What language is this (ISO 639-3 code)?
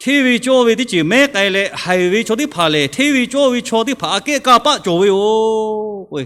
lhu